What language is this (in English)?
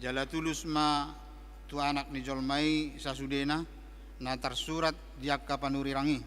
Batak Toba